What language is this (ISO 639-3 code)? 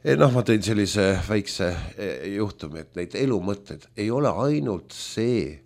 est